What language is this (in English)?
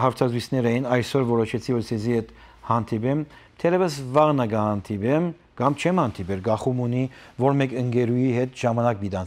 Armenian